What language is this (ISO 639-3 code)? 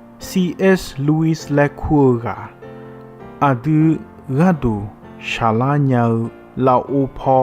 ahk